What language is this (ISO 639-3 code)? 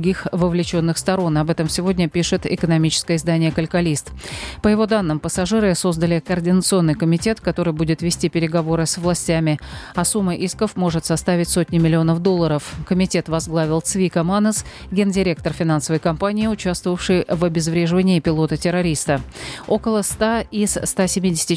rus